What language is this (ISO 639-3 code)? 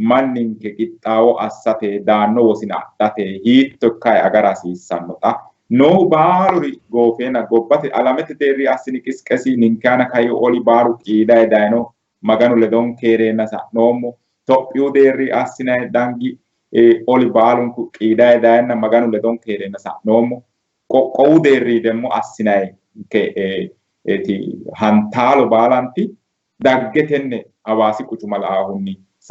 sid